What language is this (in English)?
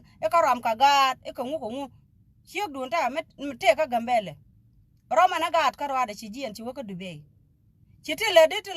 Nuer